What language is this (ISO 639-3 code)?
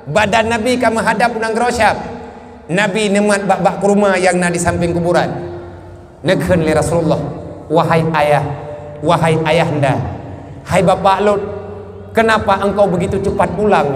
ace